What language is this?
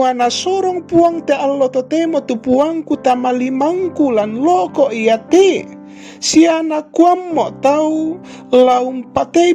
Toraja-Sa'dan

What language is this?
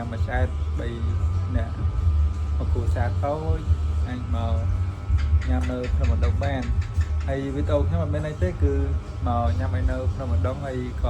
Khmer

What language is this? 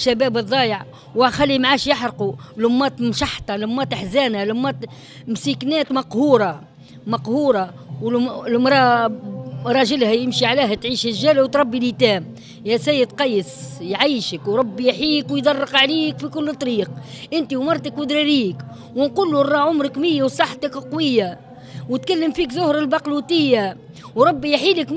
Tunisian Arabic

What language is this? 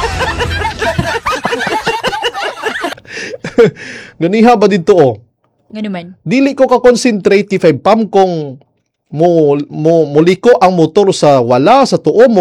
Cebuano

